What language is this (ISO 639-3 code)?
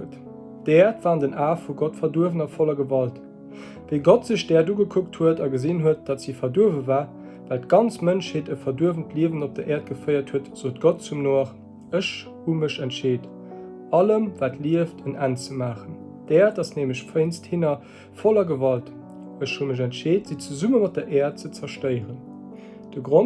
ltz